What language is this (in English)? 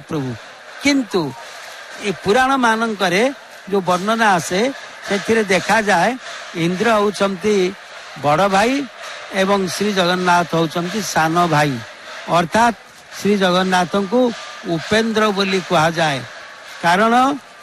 Odia